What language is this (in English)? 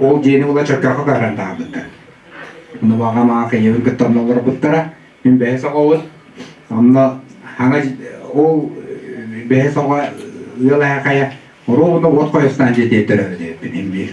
Yakut